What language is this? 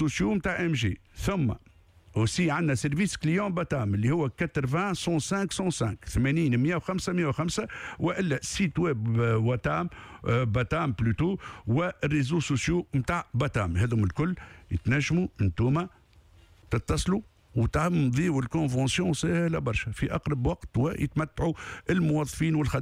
Tunisian Arabic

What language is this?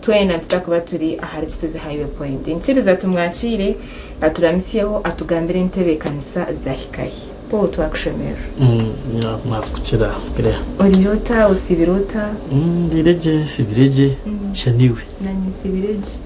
Nyankole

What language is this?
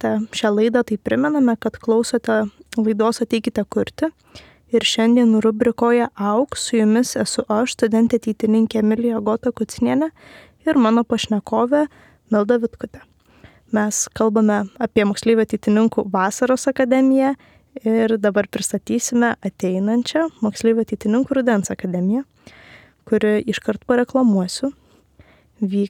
Lithuanian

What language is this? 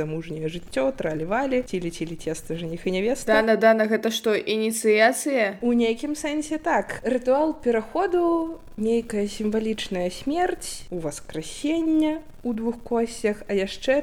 Belarusian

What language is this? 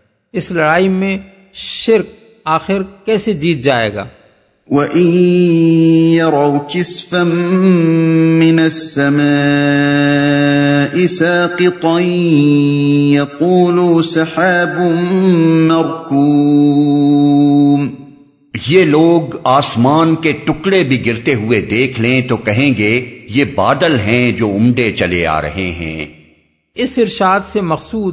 Urdu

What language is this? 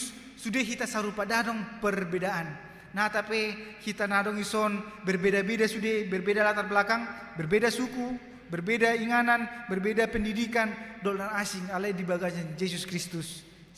Batak Toba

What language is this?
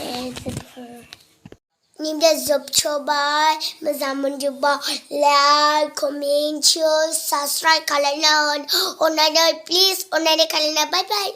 Bodo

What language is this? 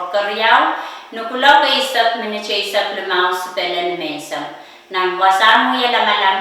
Pohnpeian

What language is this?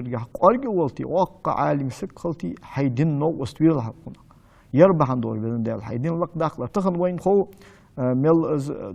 Ingush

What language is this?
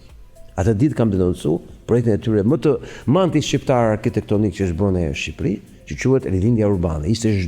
Albanian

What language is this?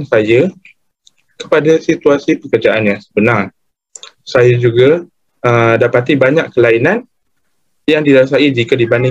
Malay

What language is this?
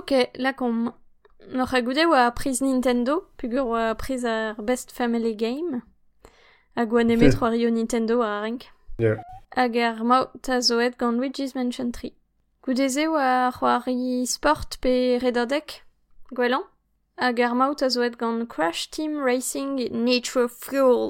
Breton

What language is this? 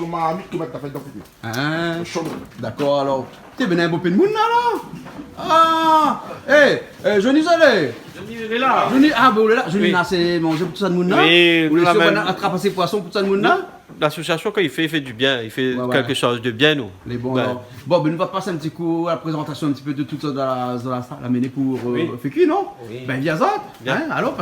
Réunion Creole French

